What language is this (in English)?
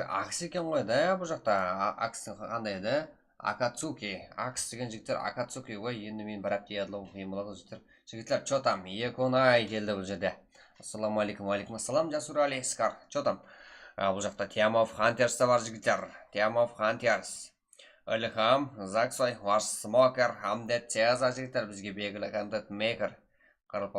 Kara-Kalpak